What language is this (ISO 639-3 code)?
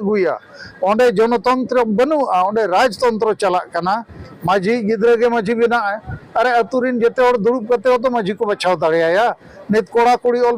sat